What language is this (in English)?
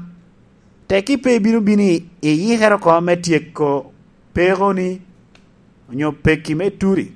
Lango (Uganda)